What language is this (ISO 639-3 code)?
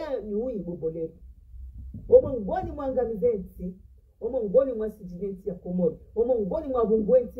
zdj